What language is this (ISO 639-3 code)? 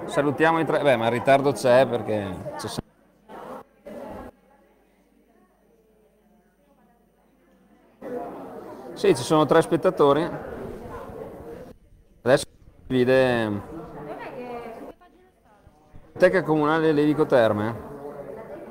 ita